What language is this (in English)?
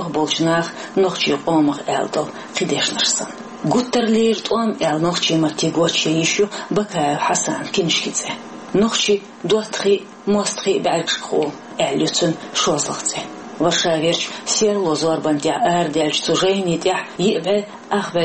Chechen